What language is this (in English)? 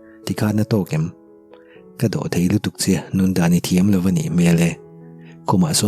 Mizo